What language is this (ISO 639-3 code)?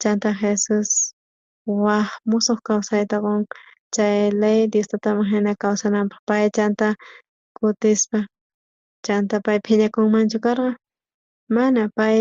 quh